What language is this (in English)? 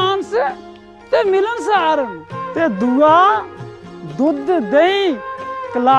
Dogri